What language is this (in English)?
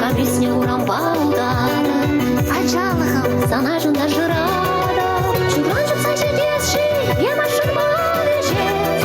Chuvash